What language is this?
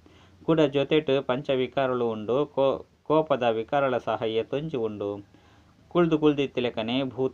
Tulu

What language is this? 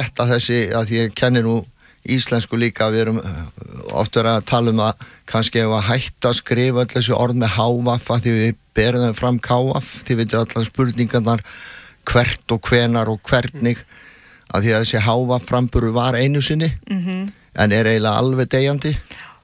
Icelandic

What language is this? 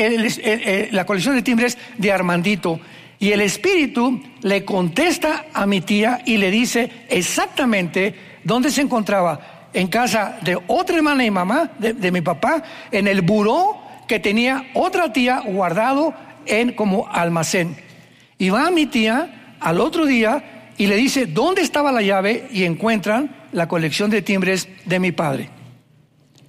Spanish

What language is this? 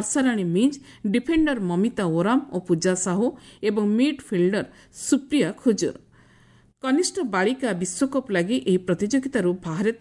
Odia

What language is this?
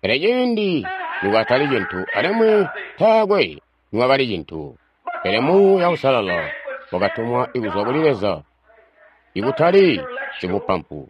Tonga (Zambia)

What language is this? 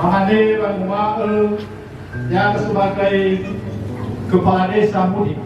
Nias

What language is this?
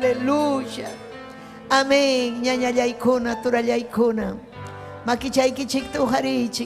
Ayacucho Quechua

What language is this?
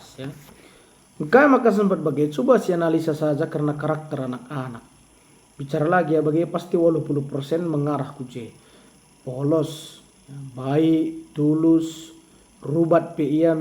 Batak Karo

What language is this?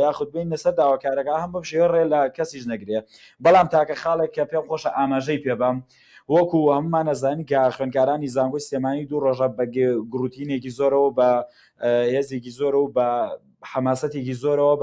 Central Kurdish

